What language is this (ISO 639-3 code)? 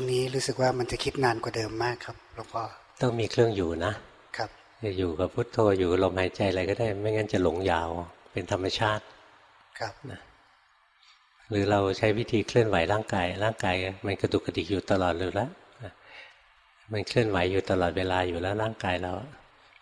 tha